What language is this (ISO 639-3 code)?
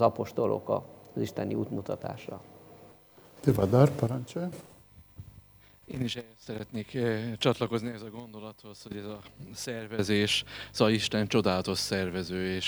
hun